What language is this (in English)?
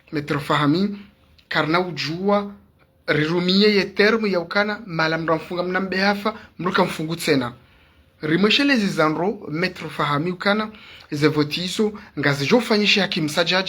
Ngazidja Comorian